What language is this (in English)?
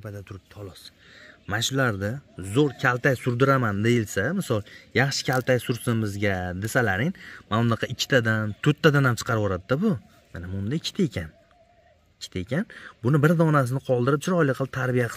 Uzbek